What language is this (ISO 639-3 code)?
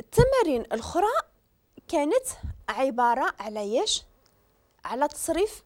ary